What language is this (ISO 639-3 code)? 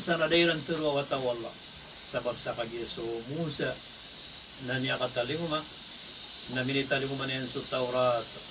mrw